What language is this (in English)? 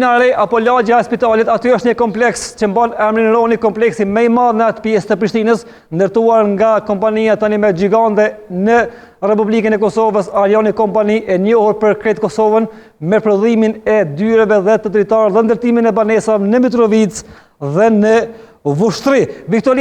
Albanian